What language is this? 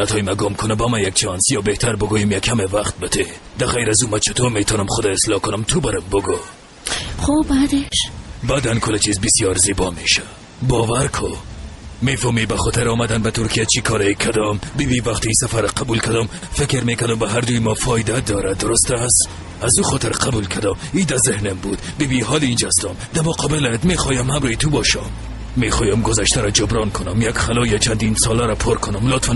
Persian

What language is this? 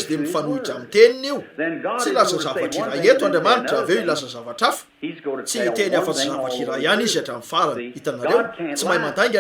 Malagasy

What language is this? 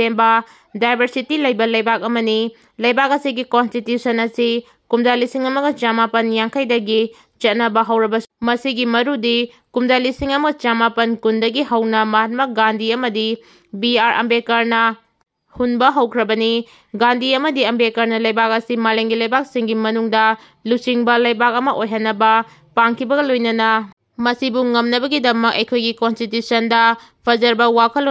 Manipuri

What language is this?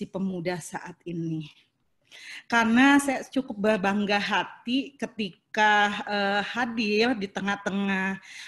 Indonesian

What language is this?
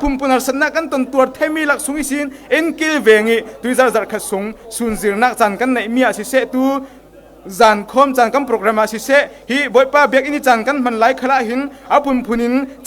Falam Chin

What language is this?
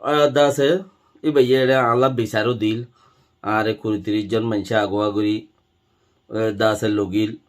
Rohingya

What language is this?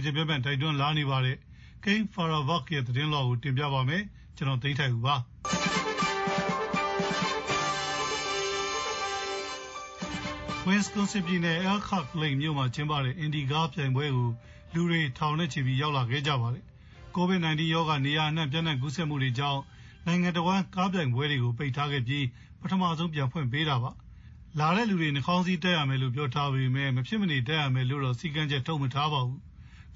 Burmese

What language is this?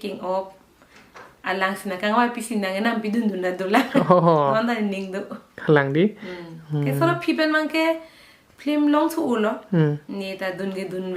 Karbi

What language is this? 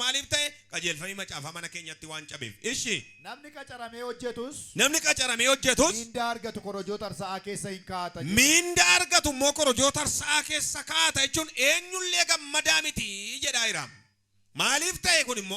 Oromo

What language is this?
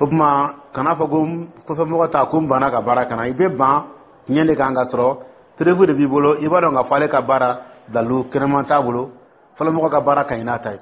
Dyula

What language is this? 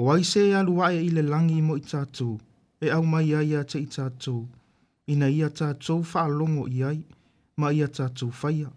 Samoan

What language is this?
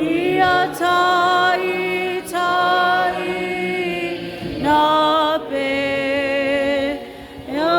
Samoan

